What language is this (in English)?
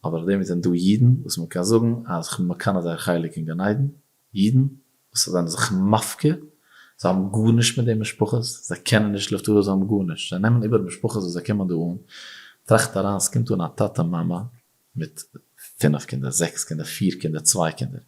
Yiddish